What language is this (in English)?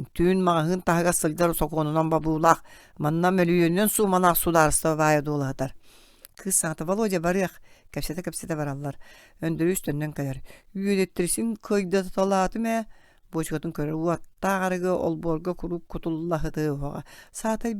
Yakut